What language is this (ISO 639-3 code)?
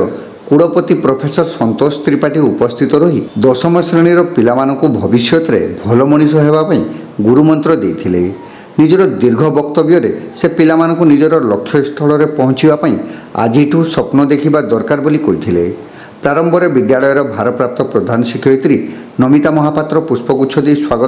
ori